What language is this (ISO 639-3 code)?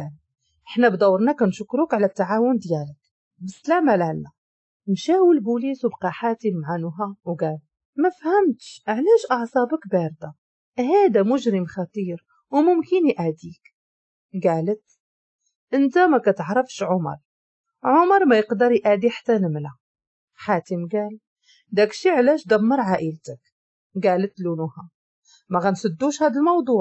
ary